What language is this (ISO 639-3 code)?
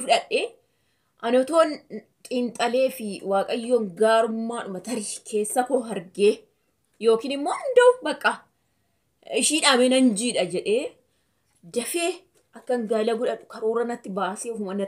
orm